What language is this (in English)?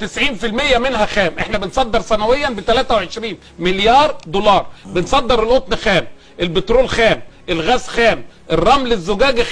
Egyptian Arabic